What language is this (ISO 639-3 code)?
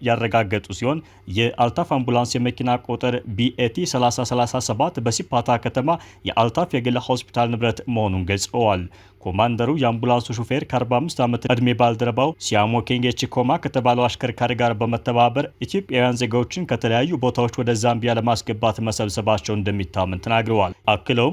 amh